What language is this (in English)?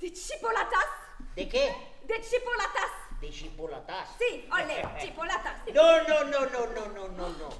Occitan